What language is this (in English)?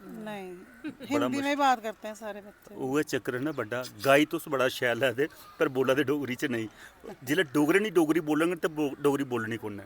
Dogri